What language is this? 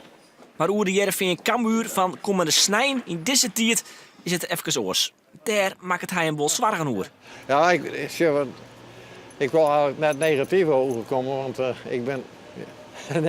Western Frisian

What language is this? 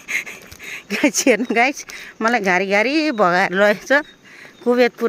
Nepali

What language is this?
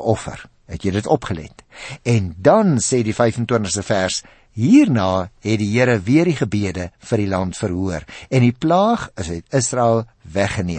Afrikaans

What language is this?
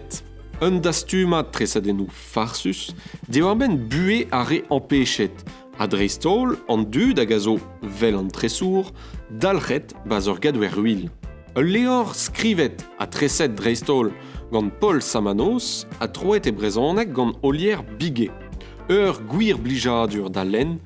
Breton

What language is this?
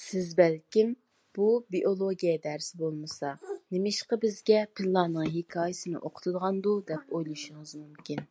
Uyghur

